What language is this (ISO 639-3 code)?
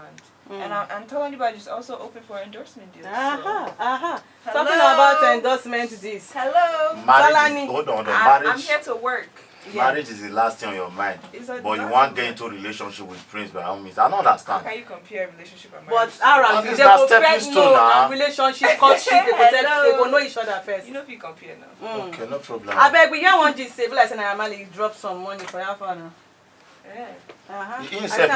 pcm